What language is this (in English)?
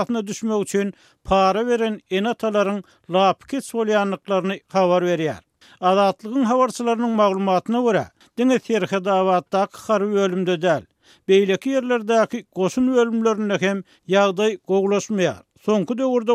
Turkmen